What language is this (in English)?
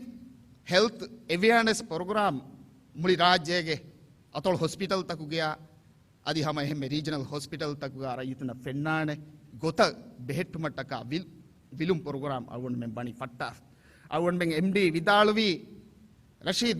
Divehi